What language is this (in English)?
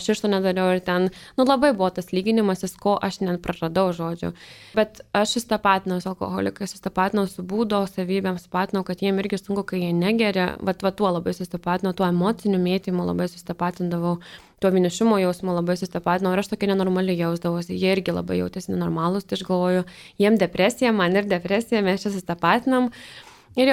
Lithuanian